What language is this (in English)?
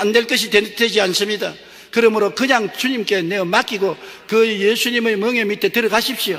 Korean